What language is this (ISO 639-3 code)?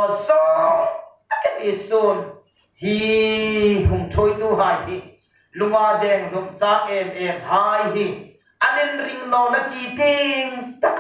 hmr